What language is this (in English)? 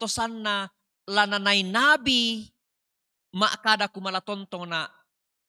Toraja-Sa'dan